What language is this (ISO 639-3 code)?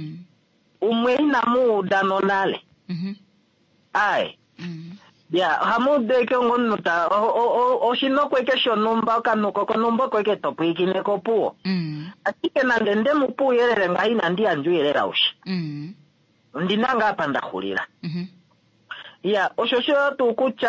kua